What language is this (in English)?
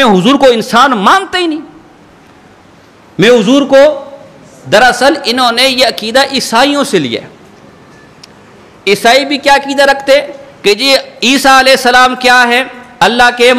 Urdu